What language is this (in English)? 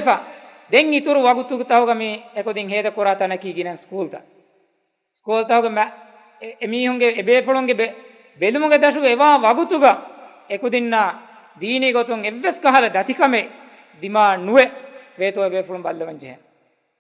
Divehi